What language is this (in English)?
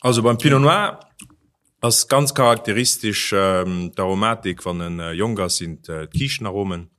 Luxembourgish